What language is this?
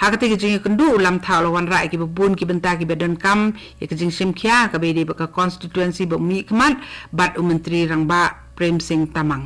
Khasi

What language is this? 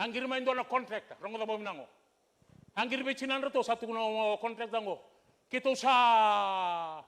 Fijian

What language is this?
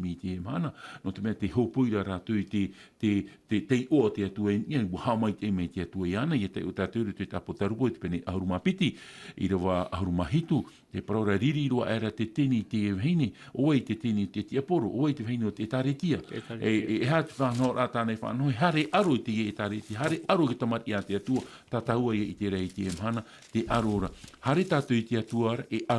Tahitian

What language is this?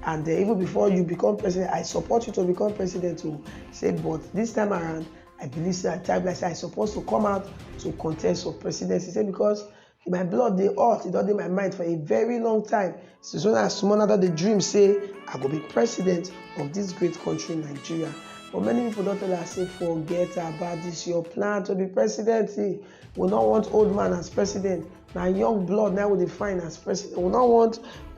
Nigerian Pidgin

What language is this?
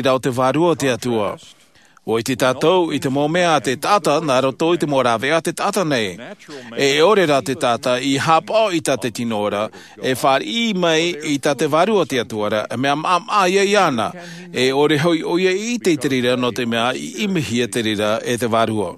Tahitian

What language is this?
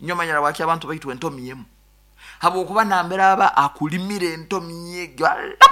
Nyankole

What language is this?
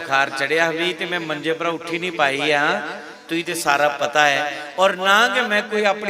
Dogri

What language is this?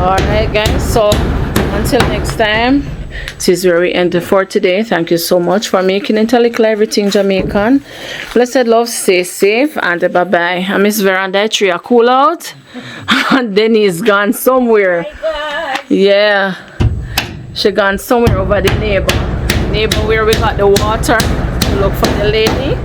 Jamaican Creole English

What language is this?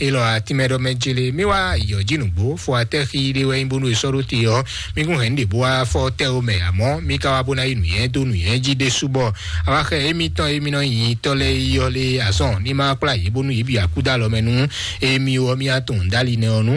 Fon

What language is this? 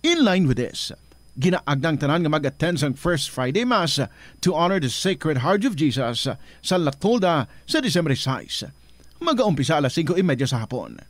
Hiligaynon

